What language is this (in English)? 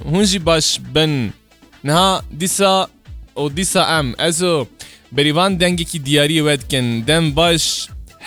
Kurdish